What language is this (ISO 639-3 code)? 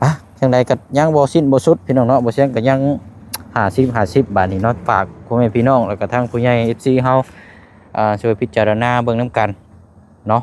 lao